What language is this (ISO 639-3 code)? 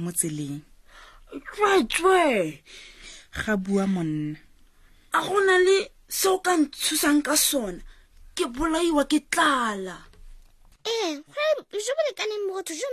tsn